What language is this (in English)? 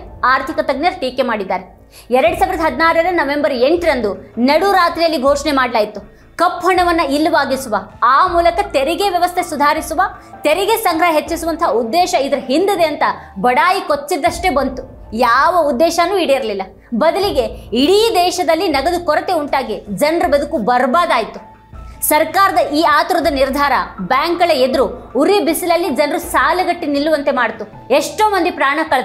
Kannada